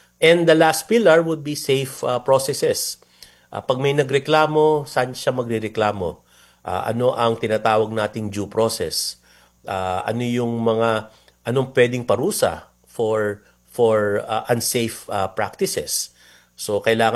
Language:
Filipino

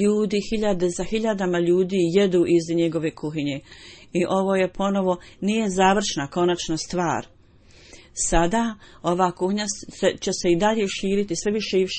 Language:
Bosnian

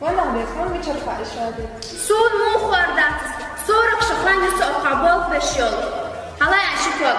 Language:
Chechen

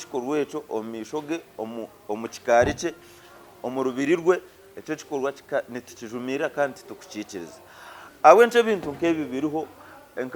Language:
Nyankole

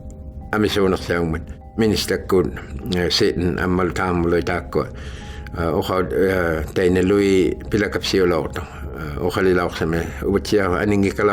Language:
Inuktitut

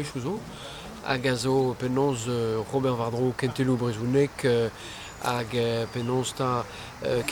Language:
Breton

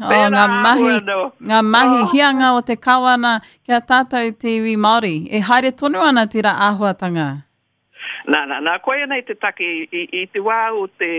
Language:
Māori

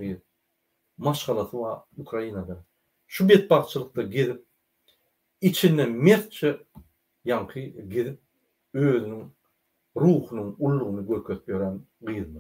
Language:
Turkmen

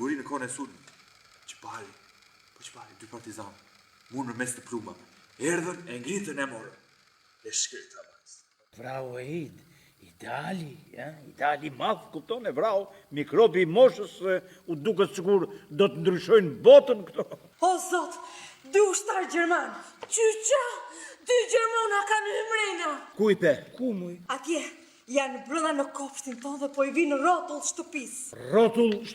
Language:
Albanian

